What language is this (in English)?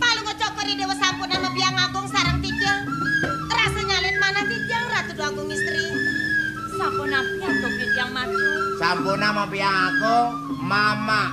Balinese